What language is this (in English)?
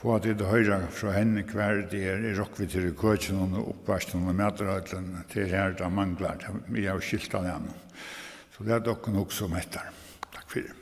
Faroese